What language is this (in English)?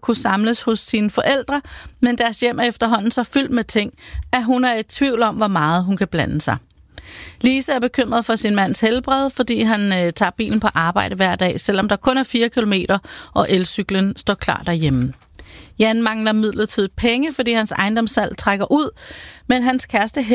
Danish